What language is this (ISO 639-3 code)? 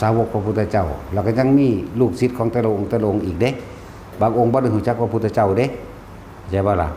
tts